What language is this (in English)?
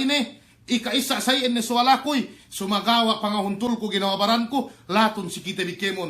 Yakan